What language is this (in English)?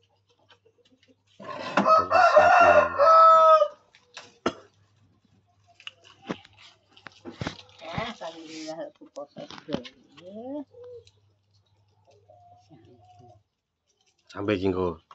Javanese